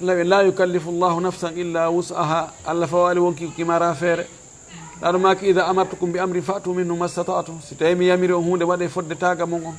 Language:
Fula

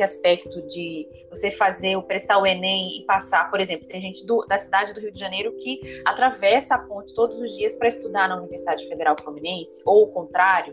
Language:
Portuguese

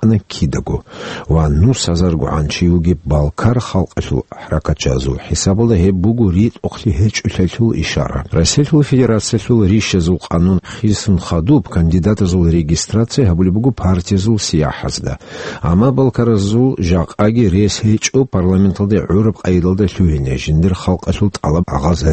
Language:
Avaric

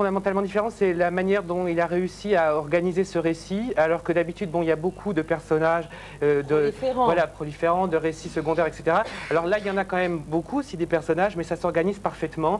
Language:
French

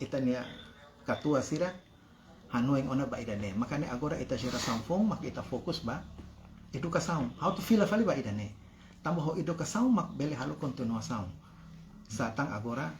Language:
Tetum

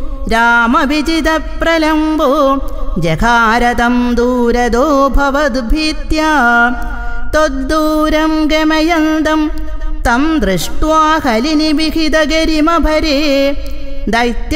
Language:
Sanskrit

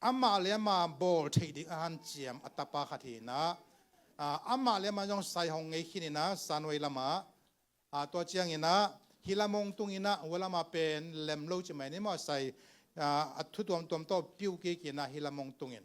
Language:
Tedim Chin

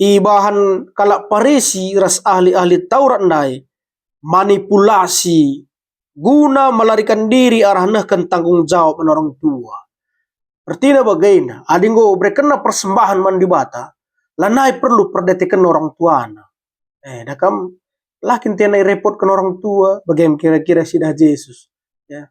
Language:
Batak Karo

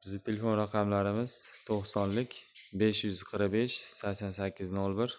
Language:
Uzbek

